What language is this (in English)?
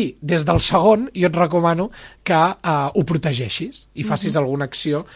Catalan